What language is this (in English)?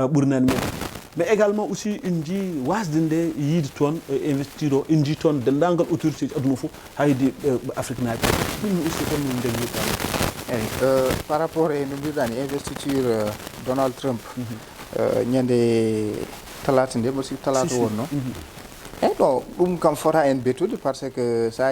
Fula